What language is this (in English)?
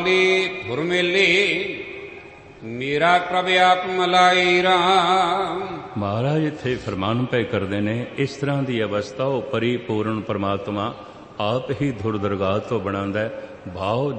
Punjabi